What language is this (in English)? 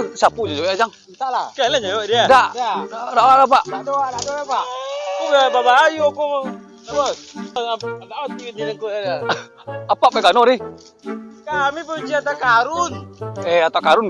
Minangkabau